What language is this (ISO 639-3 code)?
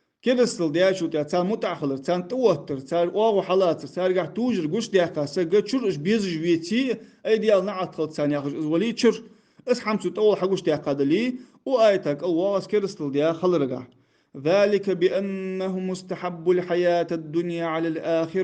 inh